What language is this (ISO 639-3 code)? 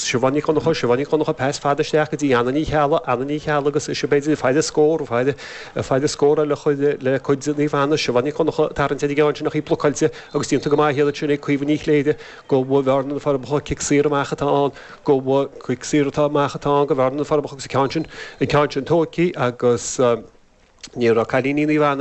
gle